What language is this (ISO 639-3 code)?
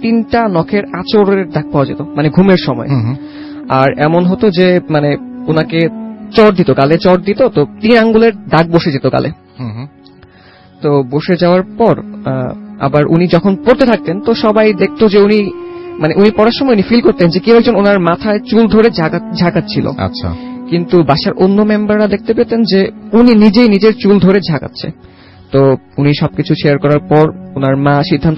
ben